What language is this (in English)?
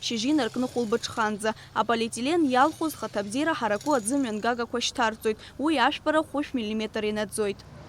Abkhazian